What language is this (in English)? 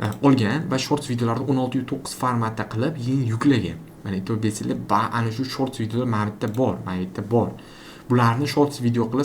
Uzbek